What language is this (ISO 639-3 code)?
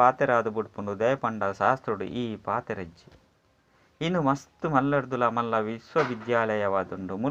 tcy